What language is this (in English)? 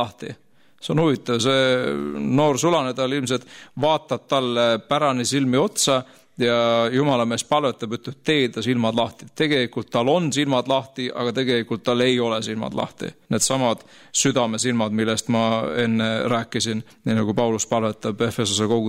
Estonian